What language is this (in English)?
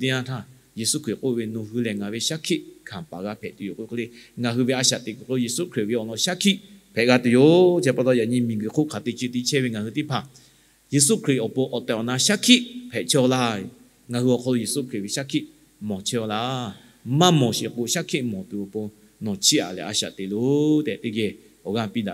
Lahu